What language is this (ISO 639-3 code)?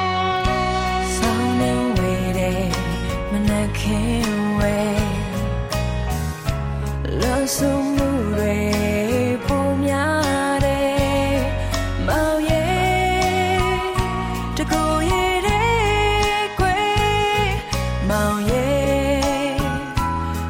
mya